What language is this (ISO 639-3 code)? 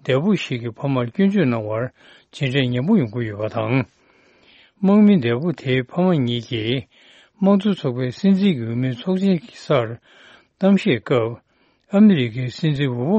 bod